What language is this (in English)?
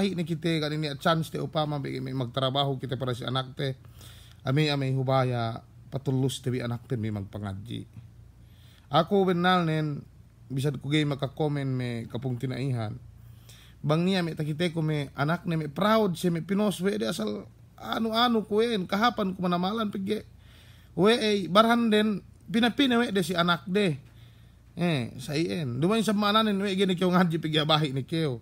Yakan